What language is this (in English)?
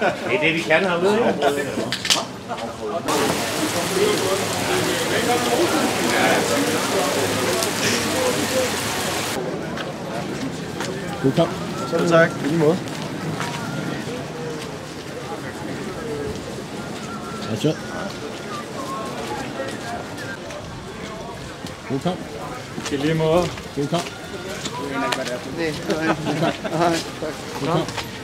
Danish